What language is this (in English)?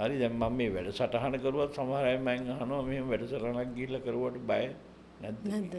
Sinhala